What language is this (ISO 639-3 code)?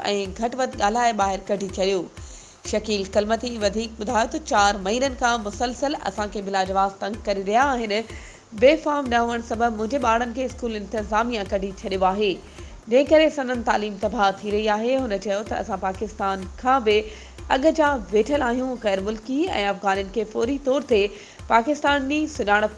snd